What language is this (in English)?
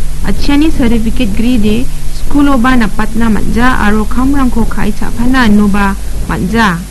Garo